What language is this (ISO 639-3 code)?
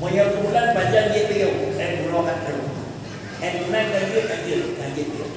ace